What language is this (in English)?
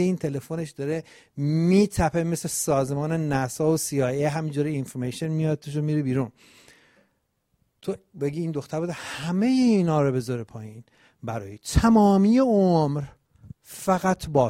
Persian